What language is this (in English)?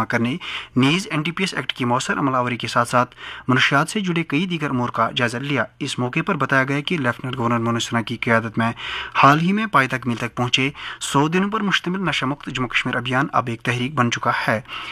Urdu